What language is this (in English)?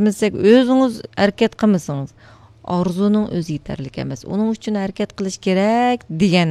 Uyghur